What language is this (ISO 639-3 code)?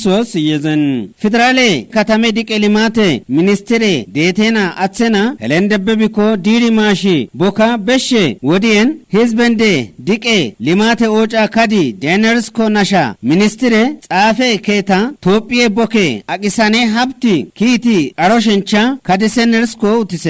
kbr